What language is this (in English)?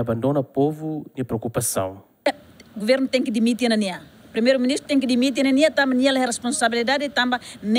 Tetum